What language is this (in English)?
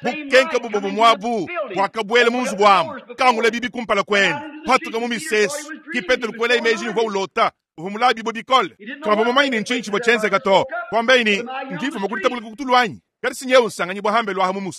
Luba-Lulua